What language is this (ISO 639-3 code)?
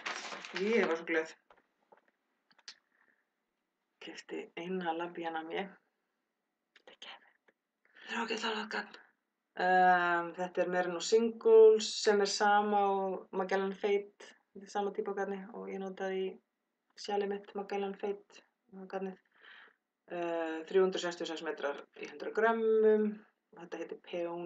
isl